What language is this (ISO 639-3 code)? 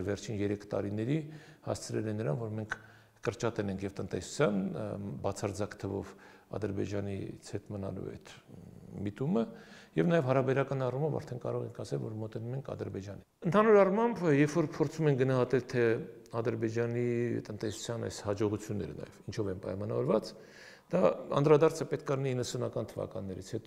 hye